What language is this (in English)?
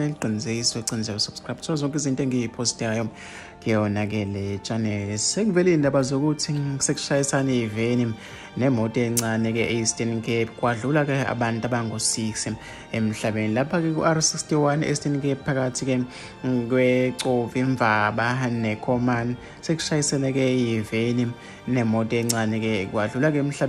Zulu